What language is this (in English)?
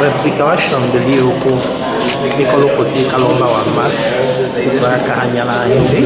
Tetela